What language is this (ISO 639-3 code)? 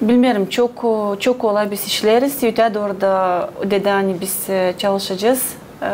gag